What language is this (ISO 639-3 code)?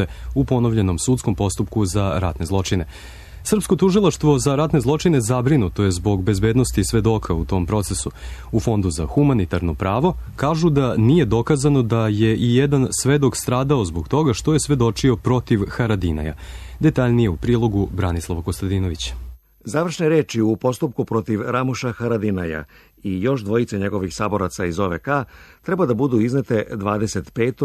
srp